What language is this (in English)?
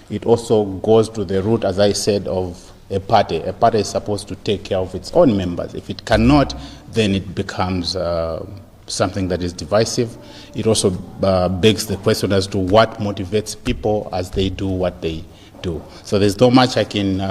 Nyanja